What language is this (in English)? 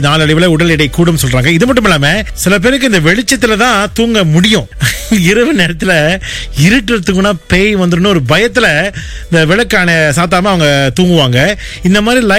Tamil